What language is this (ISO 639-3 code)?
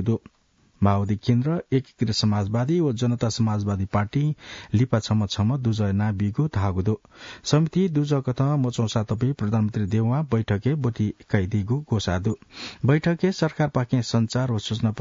new